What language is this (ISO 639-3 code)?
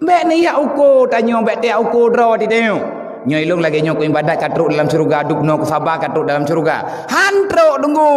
ace